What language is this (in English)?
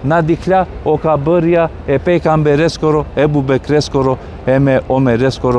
Balkan Romani